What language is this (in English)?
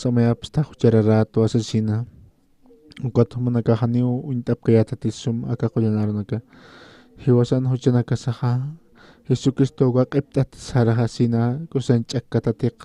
Aymara